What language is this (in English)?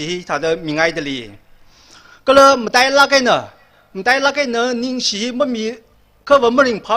Tangkhul Naga (India)